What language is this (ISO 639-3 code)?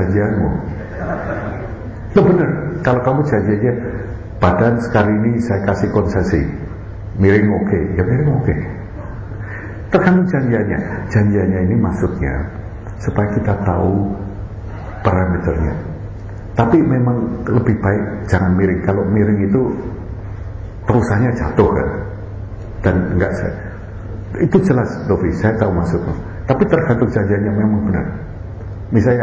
ind